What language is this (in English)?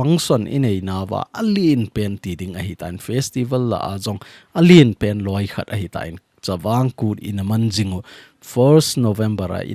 Thado Chin